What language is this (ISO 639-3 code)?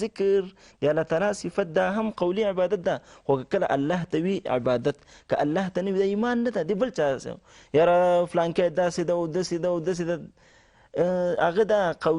pus